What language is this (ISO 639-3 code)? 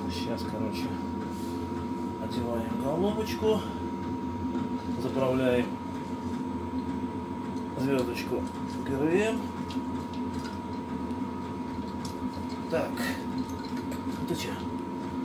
rus